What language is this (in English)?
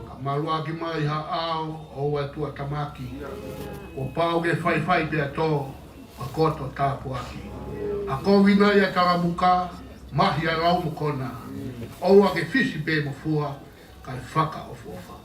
Tongan